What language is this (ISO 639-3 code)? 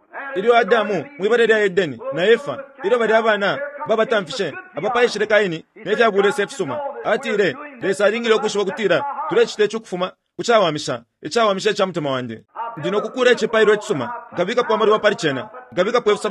bem